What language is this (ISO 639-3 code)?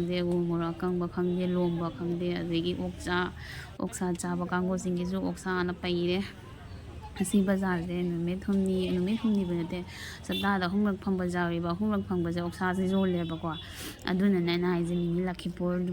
mni